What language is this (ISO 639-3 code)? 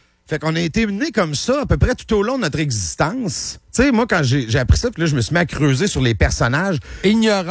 fra